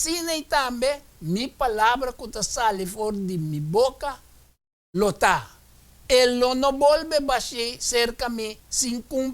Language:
Papiamento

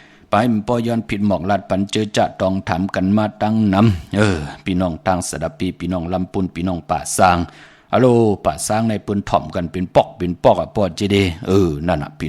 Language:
Shan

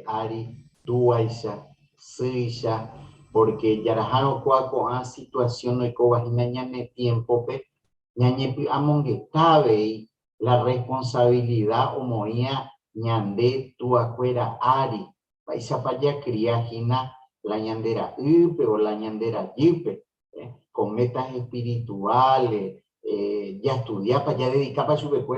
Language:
Guarani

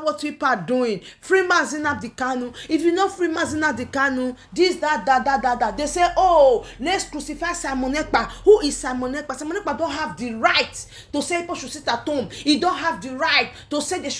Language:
Nigerian Pidgin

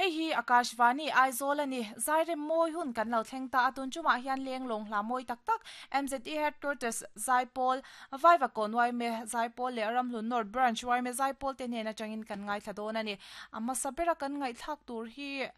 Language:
Mizo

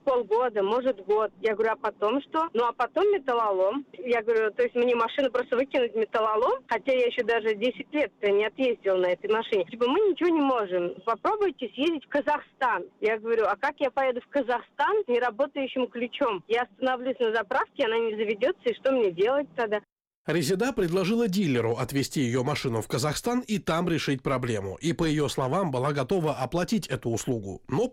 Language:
Russian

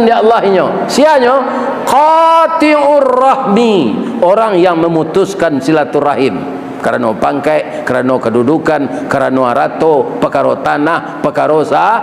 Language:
Minangkabau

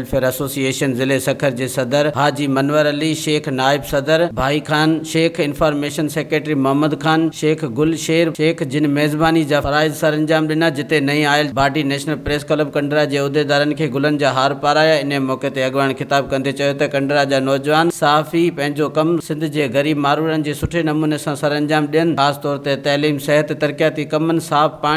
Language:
Sindhi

